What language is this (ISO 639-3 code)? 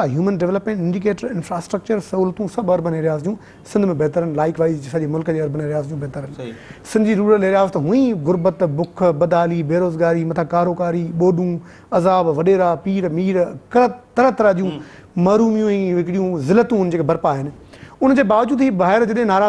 snd